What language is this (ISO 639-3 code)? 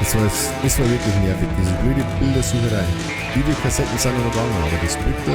bar